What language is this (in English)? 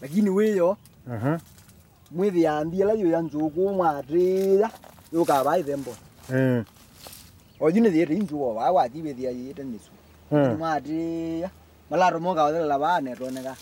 Kamba